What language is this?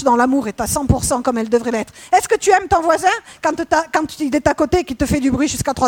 French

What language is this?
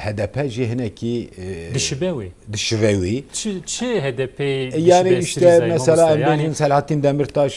Kurdish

